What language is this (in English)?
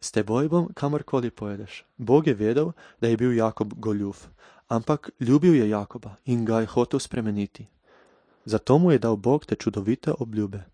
Slovenian